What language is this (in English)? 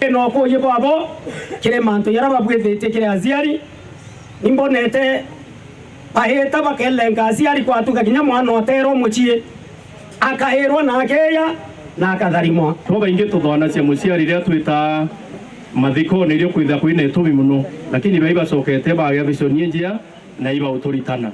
Meru